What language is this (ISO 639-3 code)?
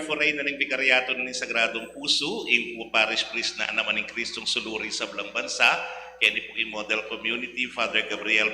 pam